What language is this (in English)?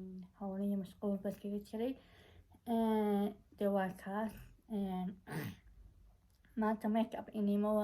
Somali